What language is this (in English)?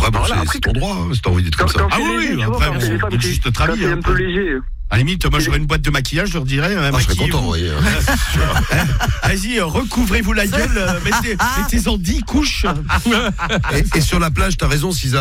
French